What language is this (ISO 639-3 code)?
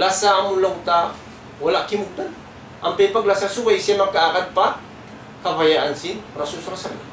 tsg